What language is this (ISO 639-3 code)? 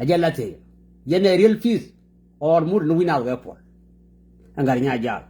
nus